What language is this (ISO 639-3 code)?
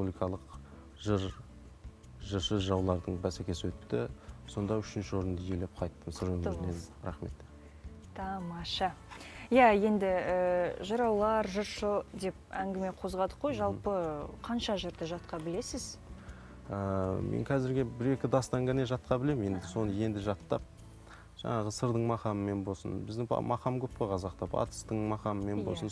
kaz